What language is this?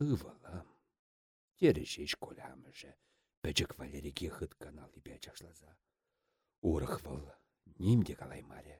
Chuvash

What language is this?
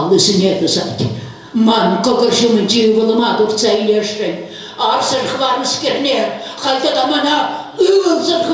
Chuvash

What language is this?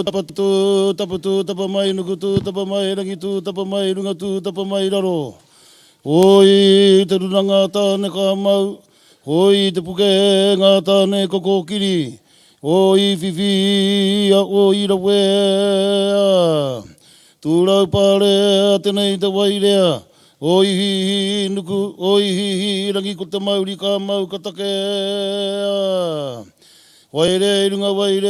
Māori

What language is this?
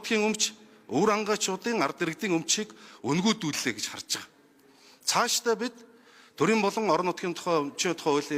Mongolian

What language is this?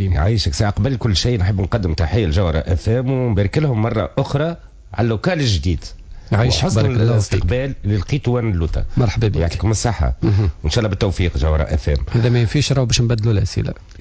Tunisian Arabic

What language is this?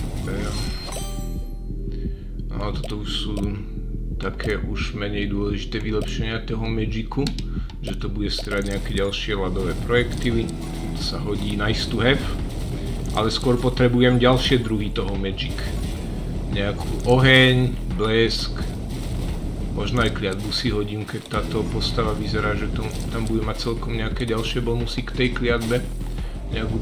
Slovak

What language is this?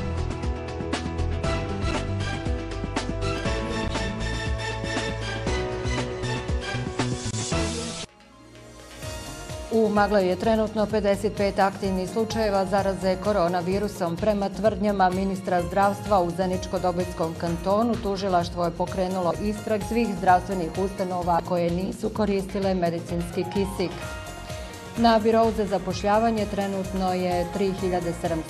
Bosnian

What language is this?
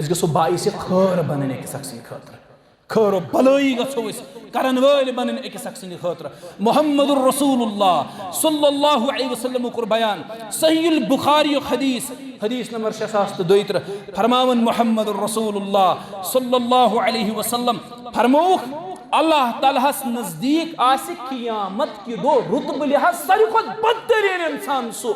Kashmiri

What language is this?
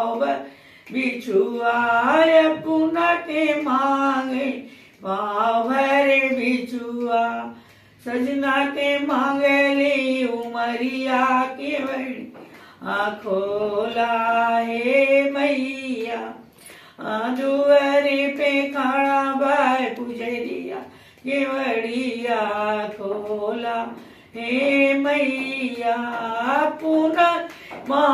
Bhojpuri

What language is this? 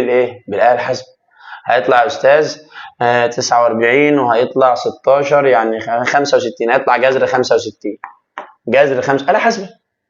Egyptian Arabic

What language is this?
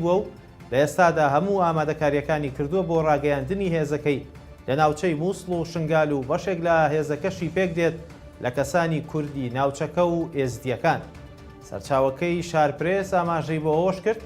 Central Kurdish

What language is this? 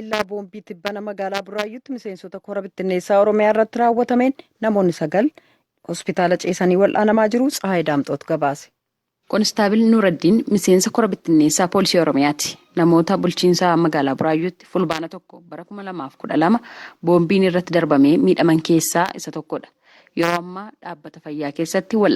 Oromo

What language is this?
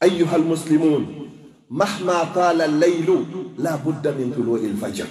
Pular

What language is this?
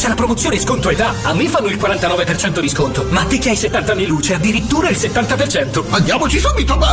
Italian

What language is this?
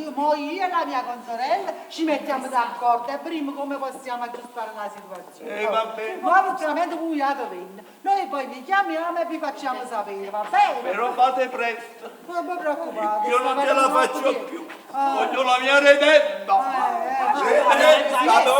Neapolitan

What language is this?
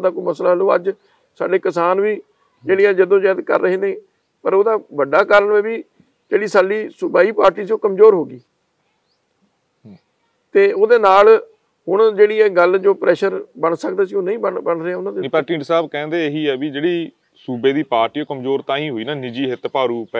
Punjabi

